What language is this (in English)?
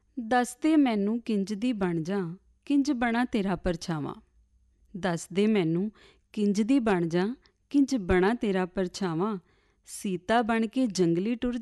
Punjabi